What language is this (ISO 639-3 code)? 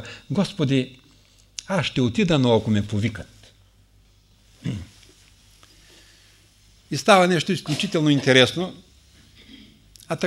bul